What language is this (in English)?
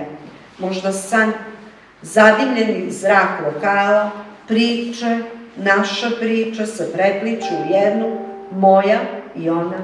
Serbian